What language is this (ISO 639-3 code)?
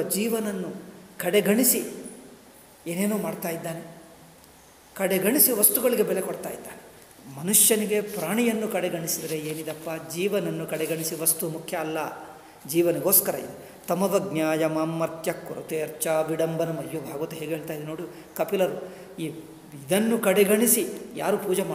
kan